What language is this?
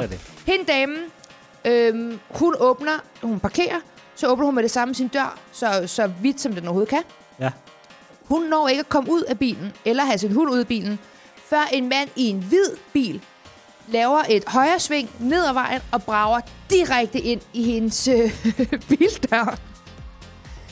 Danish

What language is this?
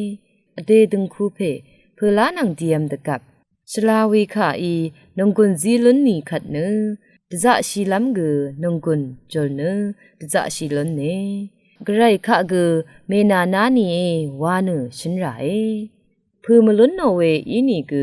Rawang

